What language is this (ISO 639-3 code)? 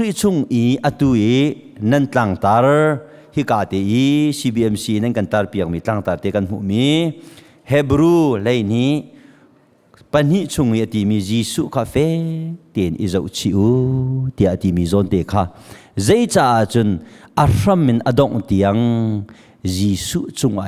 cnh